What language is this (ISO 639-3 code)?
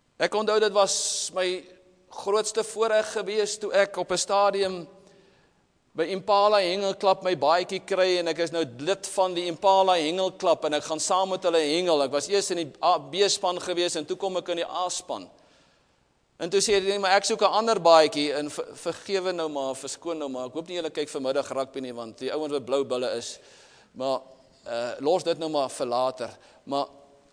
afr